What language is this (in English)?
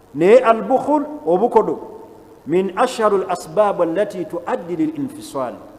Ganda